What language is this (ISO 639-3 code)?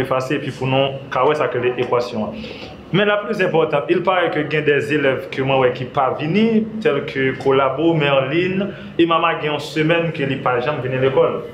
hat